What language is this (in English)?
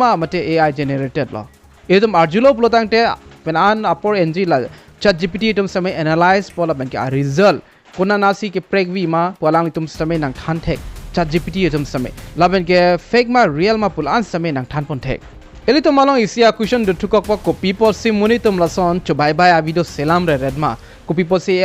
Karbi